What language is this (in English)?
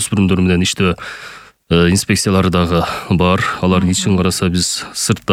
Kyrgyz